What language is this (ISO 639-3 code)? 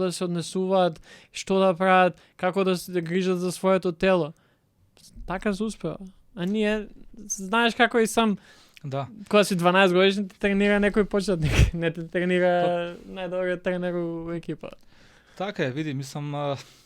mkd